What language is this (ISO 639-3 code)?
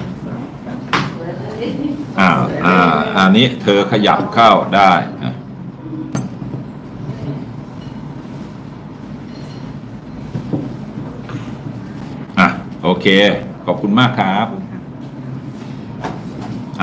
tha